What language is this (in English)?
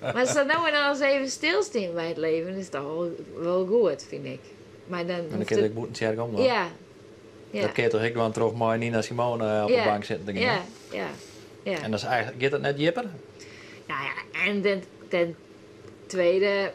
Western Frisian